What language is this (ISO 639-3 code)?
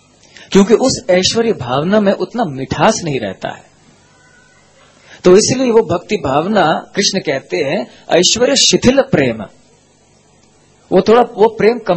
hin